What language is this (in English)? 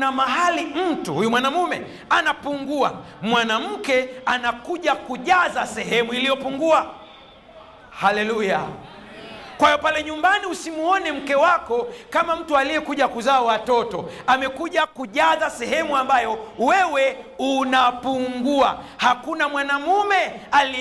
Swahili